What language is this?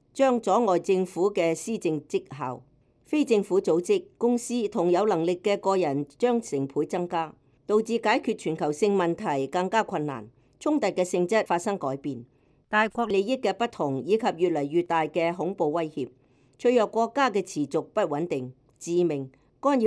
Cantonese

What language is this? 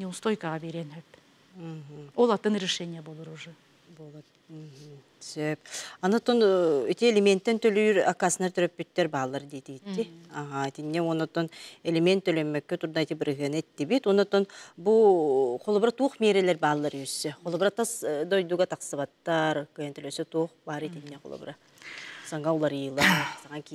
Yakut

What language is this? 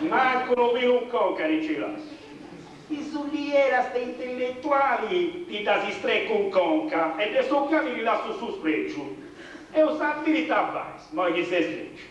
Sardinian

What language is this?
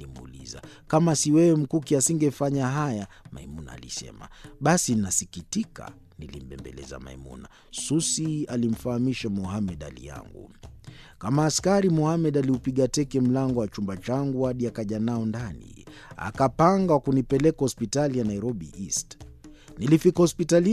Swahili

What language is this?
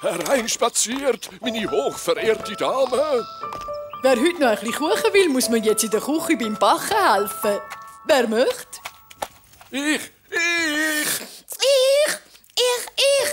Swiss German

